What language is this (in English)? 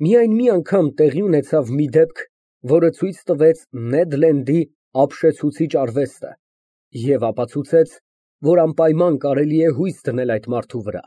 Armenian